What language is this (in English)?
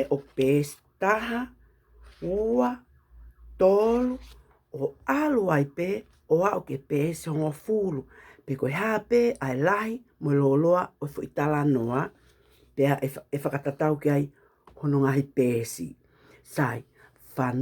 Tongan